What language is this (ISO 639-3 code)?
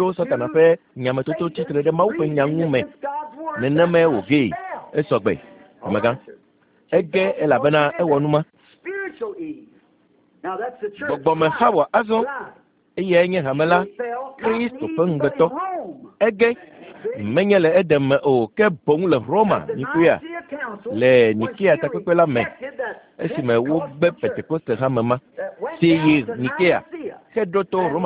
ewe